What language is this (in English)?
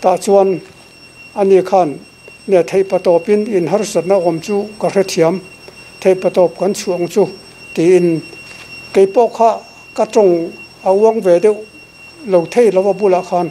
Mizo